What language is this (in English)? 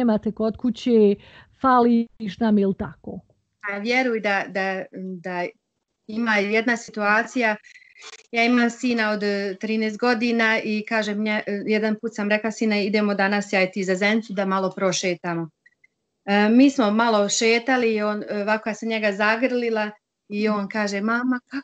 Bosnian